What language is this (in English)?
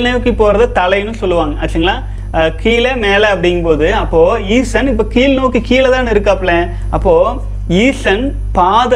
Tamil